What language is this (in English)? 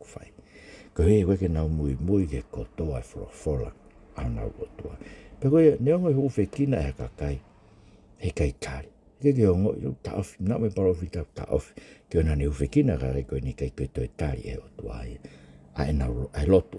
Tongan